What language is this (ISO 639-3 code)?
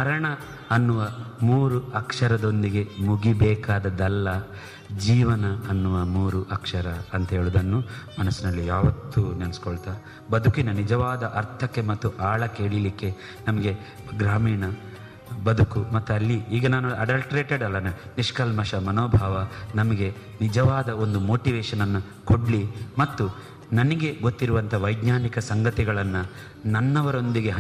kan